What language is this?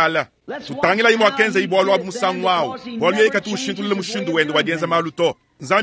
Luba-Lulua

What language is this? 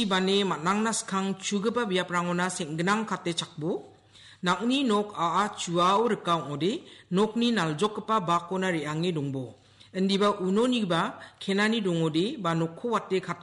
Garo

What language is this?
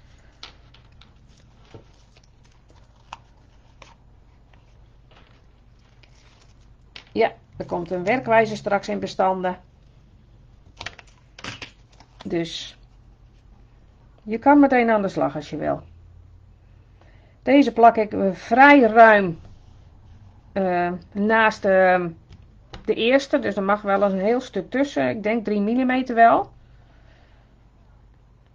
Dutch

